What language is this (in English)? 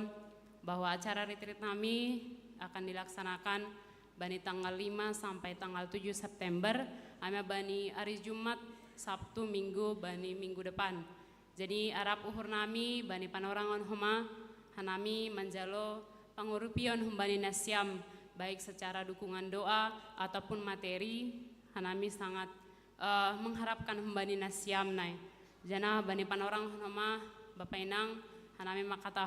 Batak Simalungun